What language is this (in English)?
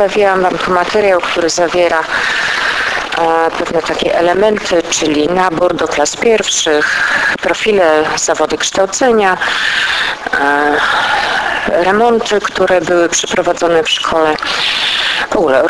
Polish